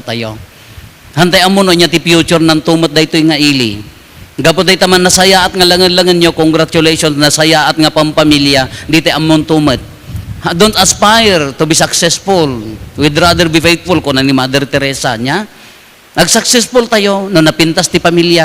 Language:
Iloko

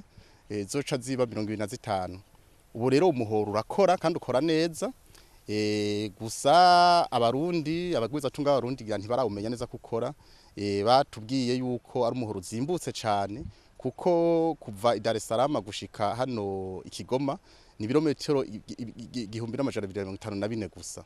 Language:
Rundi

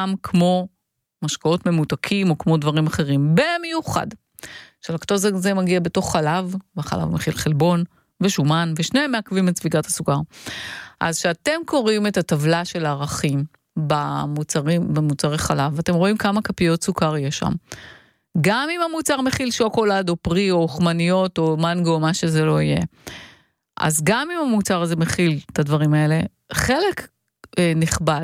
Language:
Hebrew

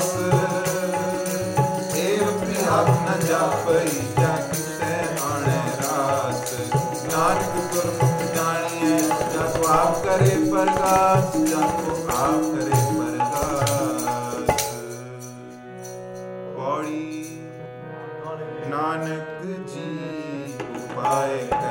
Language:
Punjabi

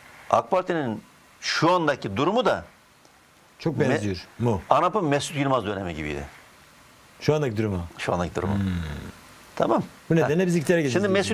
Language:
Turkish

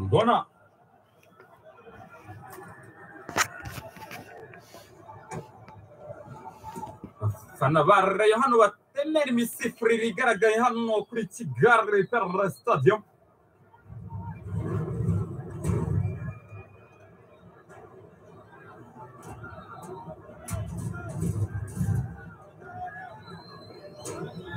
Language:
Kinyarwanda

